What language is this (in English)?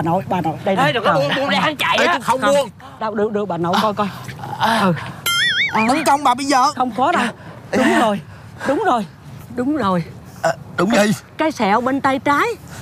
Vietnamese